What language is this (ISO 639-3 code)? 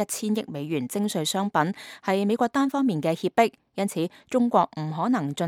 yue